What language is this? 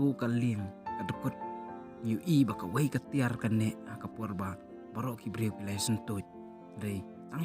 Khasi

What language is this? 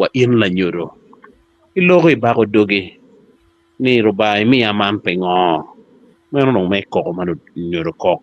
Acoli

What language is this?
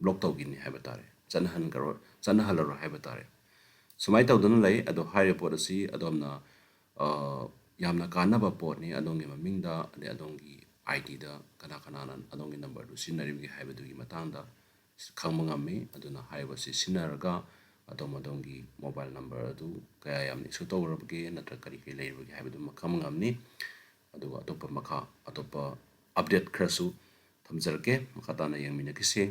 Manipuri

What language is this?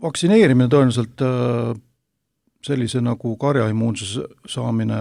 Estonian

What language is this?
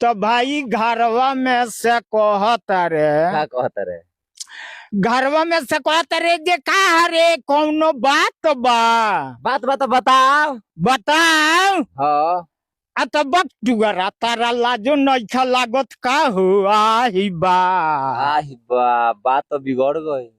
Bhojpuri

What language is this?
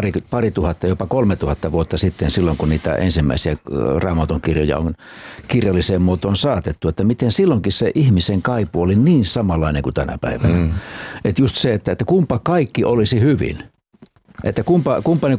Finnish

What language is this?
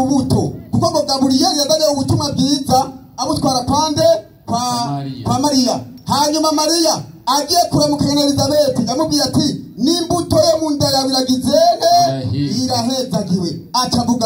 Rundi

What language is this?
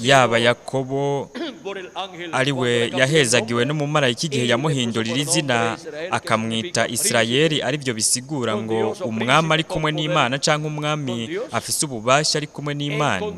Rundi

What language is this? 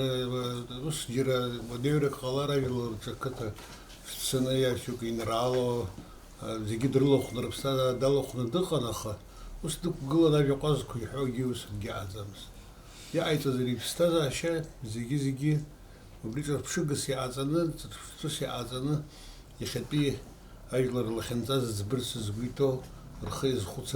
Abkhazian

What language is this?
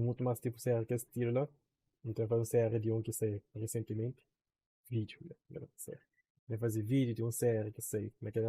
Kabuverdianu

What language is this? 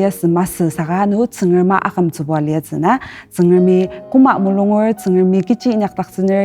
Ao Naga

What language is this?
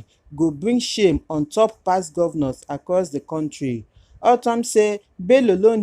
Nigerian Pidgin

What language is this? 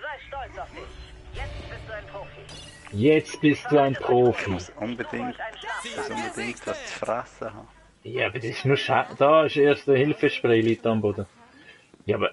Swiss German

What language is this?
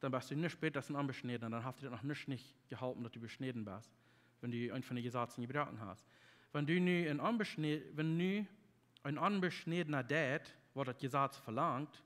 Plautdietsch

